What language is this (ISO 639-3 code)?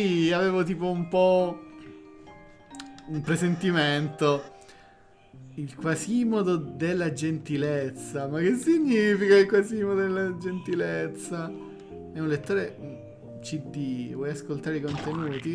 ita